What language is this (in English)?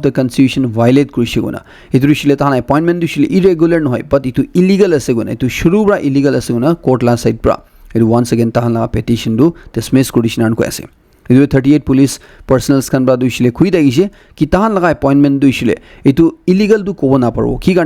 Naga Pidgin